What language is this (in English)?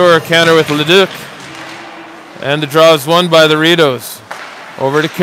English